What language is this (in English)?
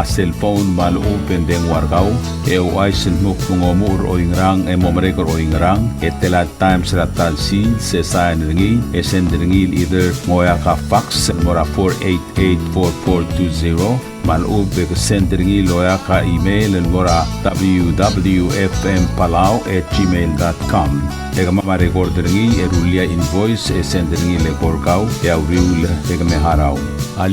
Palauan